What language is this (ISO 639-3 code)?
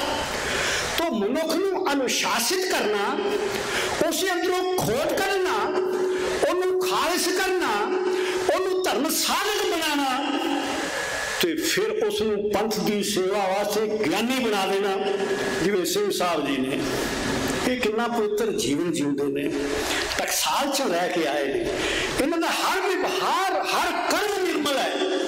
pan